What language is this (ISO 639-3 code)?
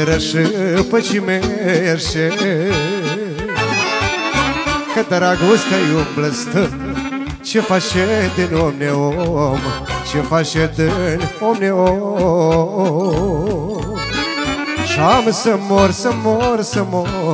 ron